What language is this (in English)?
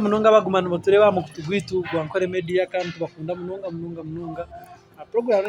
Nyankole